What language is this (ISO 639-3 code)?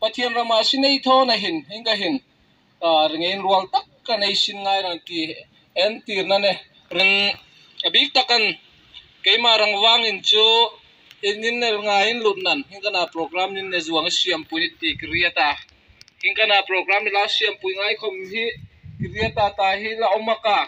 lus